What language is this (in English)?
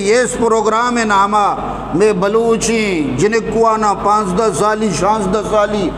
Eastern Balochi